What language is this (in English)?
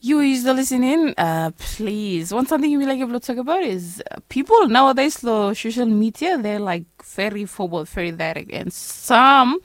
Bislama